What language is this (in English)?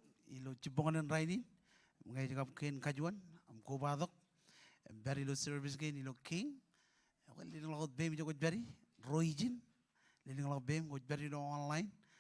Marshallese